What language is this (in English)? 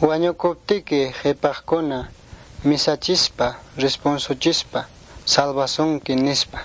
Ayacucho Quechua